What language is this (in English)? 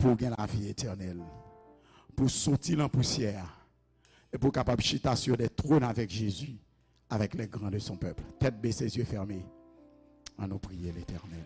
Haitian Creole